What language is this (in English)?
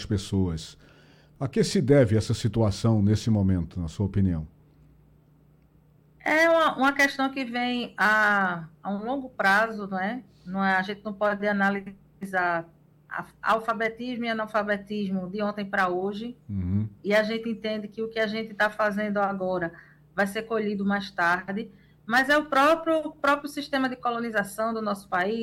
Portuguese